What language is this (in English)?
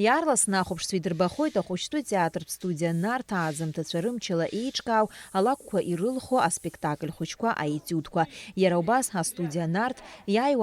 Abkhazian